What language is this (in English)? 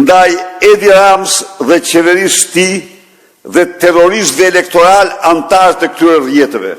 Albanian